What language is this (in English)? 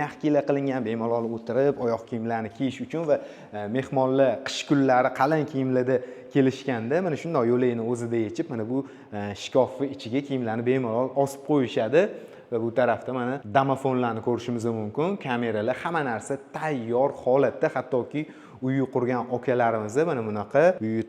Uzbek